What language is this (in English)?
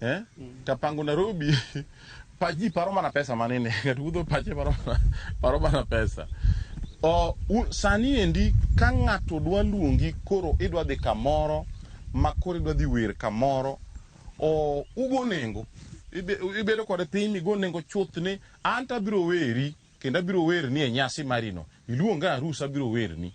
Luo (Kenya and Tanzania)